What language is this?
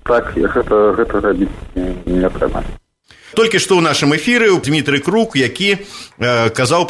Belarusian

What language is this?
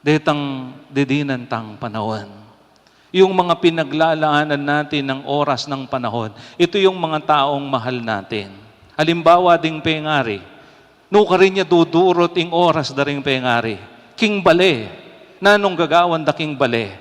Pampanga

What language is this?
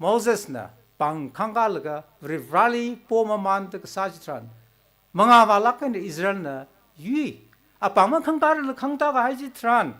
Tangkhul Naga (India)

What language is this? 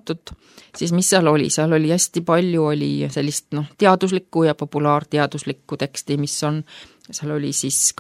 Estonian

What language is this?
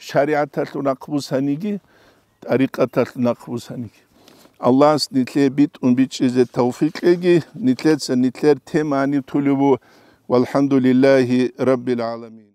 Avaric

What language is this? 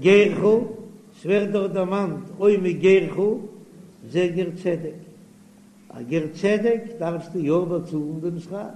Yiddish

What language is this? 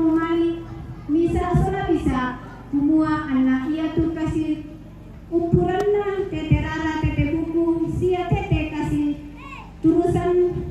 Toraja-Sa'dan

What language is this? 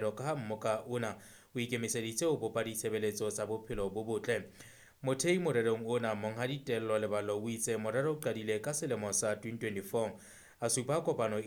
Southern Sotho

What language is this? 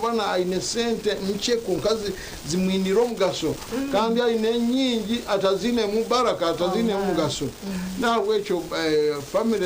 Nyankole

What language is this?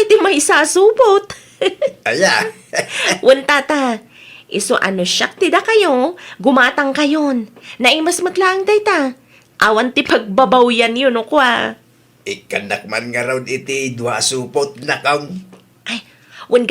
Iloko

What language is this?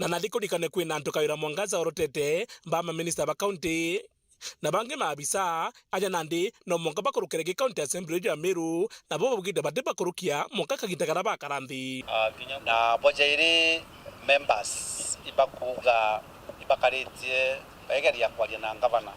Meru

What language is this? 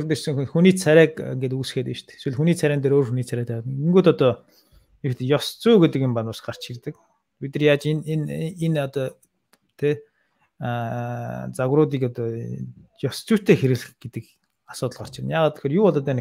Mongolian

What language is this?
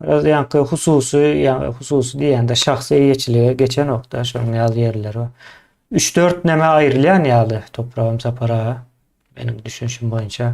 Turkmen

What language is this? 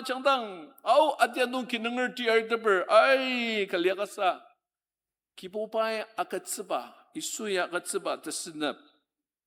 Ao Naga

